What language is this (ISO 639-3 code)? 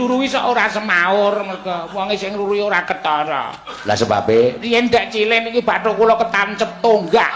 jav